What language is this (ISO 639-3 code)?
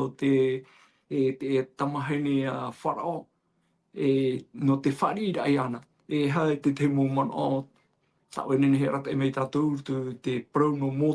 tah